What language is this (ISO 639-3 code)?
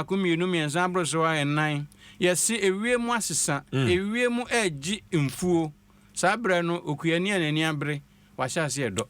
aka